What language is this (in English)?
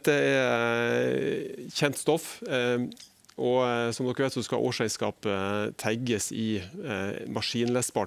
Norwegian